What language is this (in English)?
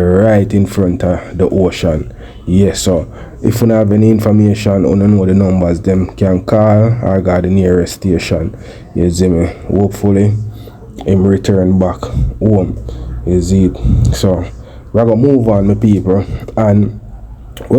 Jamaican Creole English